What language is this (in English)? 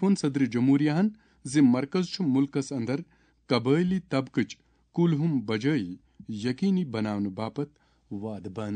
Kashmiri